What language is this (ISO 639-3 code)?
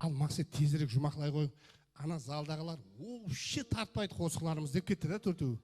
kaa